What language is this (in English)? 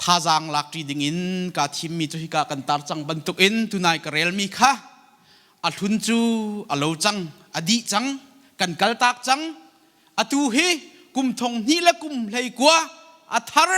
Hakha Chin